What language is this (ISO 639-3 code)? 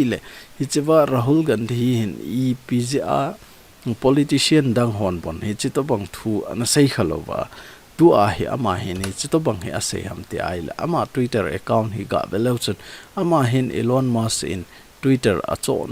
tcz